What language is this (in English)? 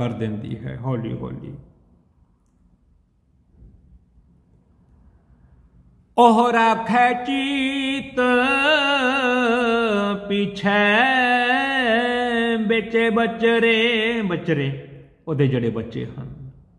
Punjabi